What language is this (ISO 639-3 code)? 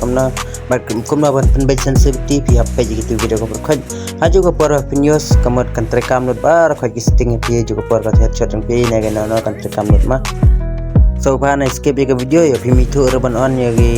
kha